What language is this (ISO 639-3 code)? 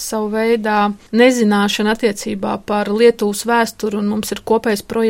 lav